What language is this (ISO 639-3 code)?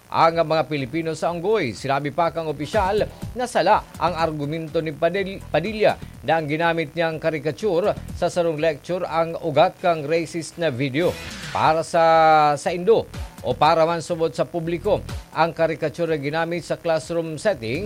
bik